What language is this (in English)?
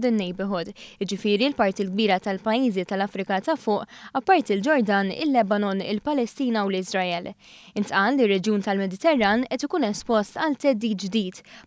Maltese